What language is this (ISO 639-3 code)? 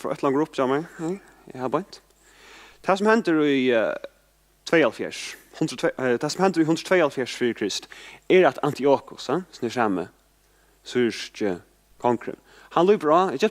fao